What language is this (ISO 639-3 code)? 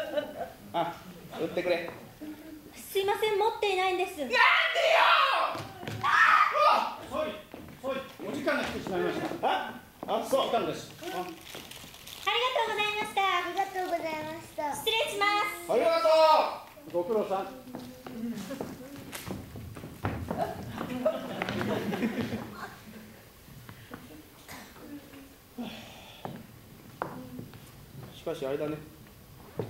jpn